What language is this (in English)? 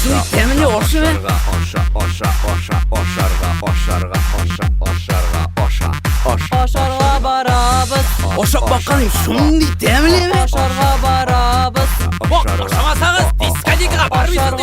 Bashkir